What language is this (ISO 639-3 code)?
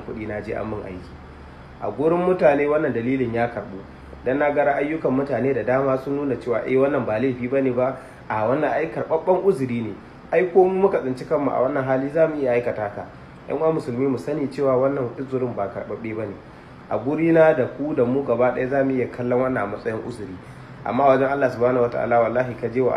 hau